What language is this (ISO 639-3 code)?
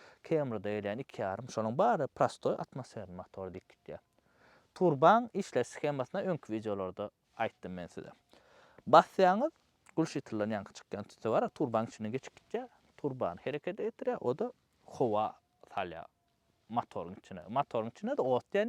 tuk